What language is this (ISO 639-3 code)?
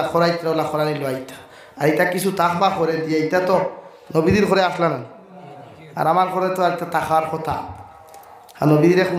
syl